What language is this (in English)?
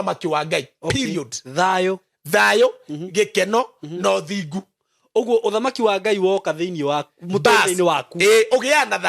Kikuyu